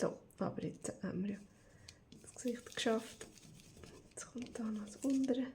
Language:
Swiss German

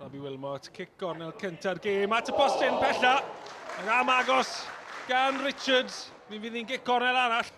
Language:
Welsh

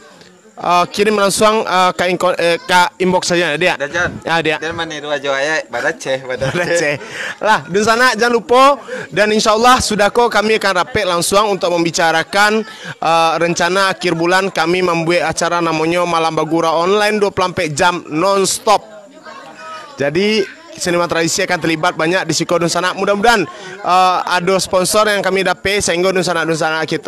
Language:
Minangkabau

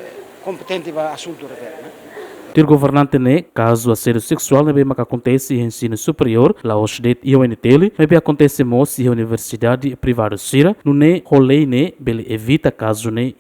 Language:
Tetum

